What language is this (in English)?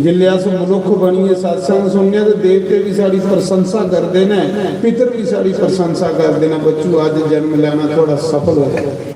Dogri